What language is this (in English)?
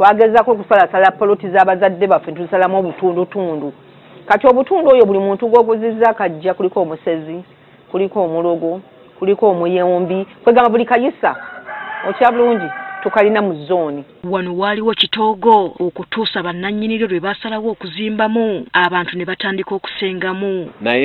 Ganda